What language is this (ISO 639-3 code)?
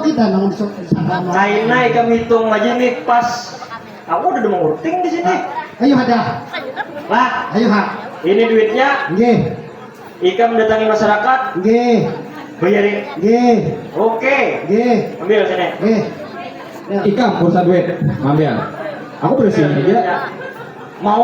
bjn